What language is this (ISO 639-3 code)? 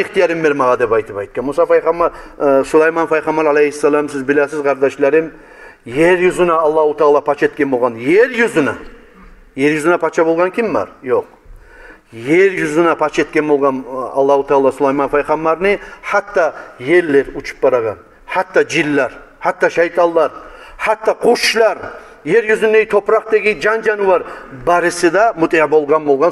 kum